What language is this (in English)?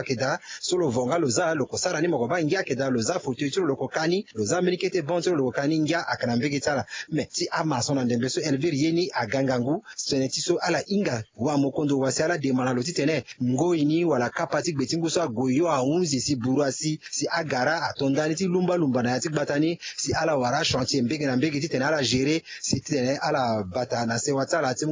Sango